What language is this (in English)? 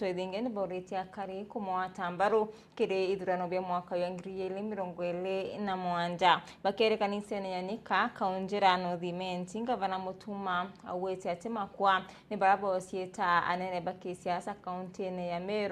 Meru